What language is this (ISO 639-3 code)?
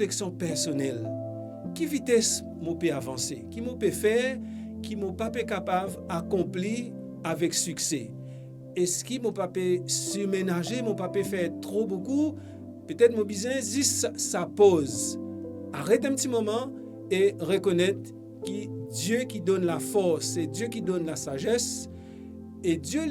mfe